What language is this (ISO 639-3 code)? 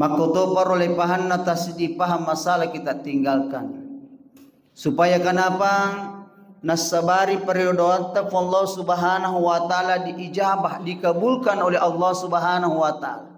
bug